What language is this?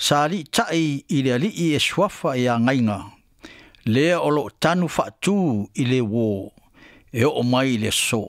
Samoan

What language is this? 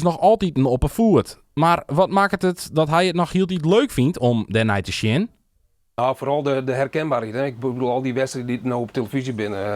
Western Frisian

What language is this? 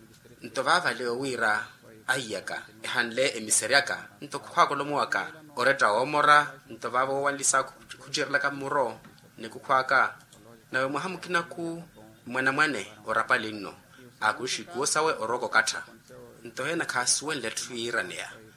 Makhuwa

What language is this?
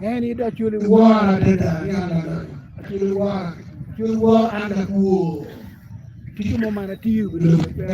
Acoli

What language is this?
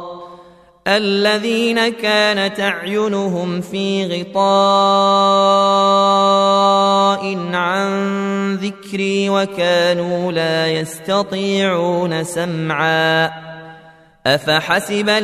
Arabic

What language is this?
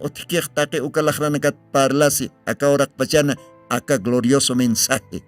Aymara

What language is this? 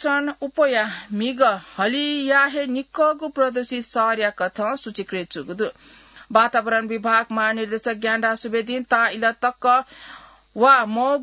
Newari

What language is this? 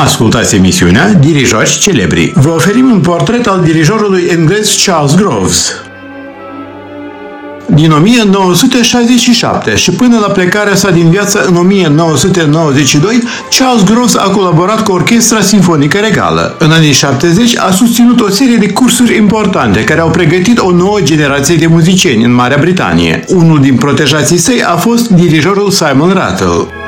Romanian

